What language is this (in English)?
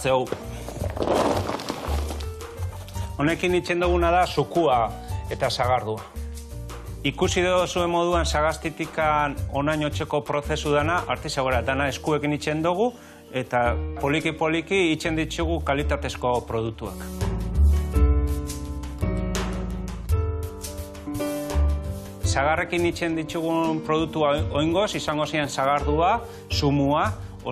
Basque